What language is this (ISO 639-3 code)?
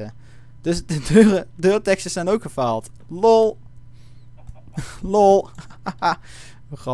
nld